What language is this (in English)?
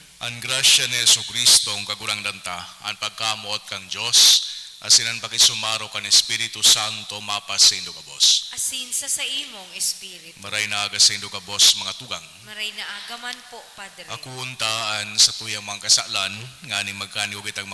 Bikol